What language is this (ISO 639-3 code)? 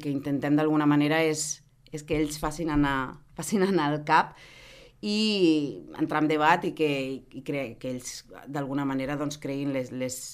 cat